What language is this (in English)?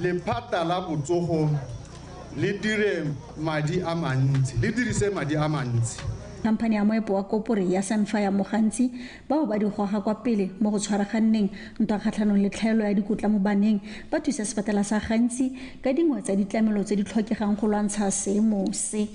Tswana